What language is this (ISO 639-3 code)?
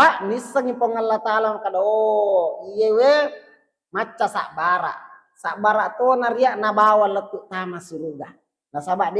bug